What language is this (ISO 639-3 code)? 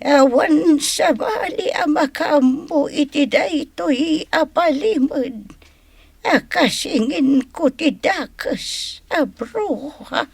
ilo